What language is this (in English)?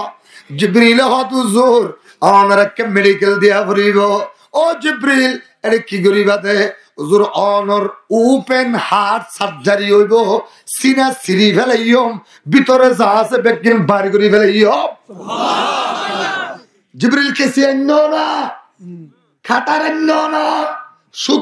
Rohingya